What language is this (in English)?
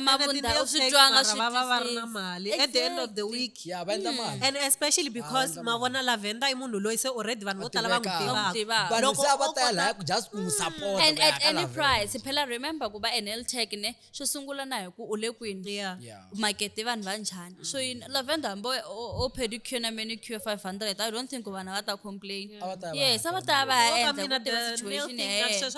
Tsonga